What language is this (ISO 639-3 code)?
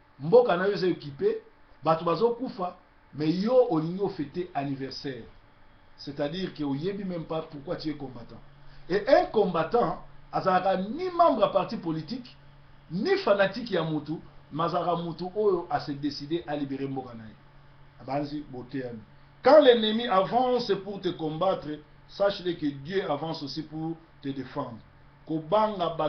lin